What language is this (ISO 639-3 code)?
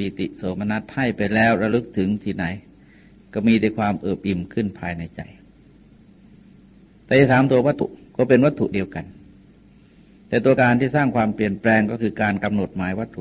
tha